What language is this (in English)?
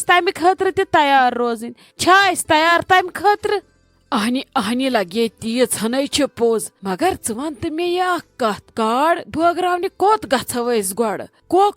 Kashmiri